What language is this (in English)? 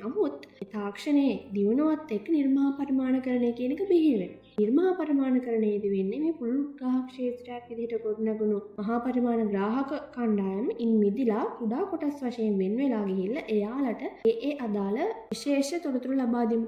Sinhala